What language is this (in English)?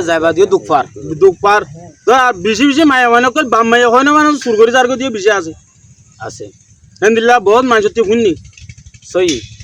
Rohingya